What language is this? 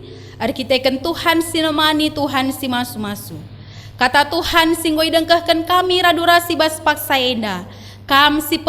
Batak Karo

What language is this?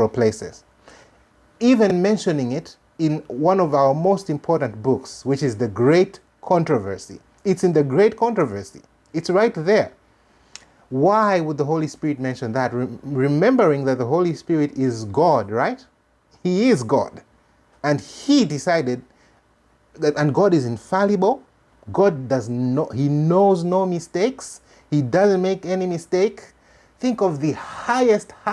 English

